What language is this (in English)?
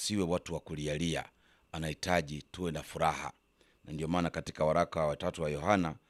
Swahili